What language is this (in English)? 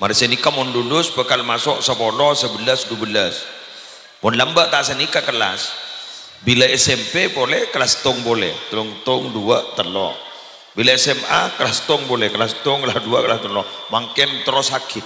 Madurese